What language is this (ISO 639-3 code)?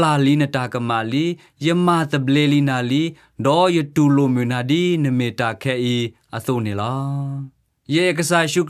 ksw